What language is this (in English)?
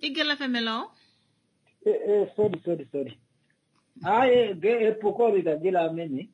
Kuanyama